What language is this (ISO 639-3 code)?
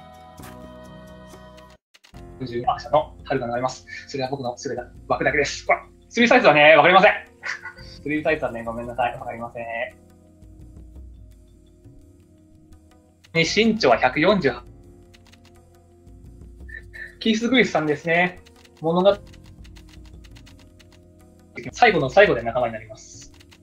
jpn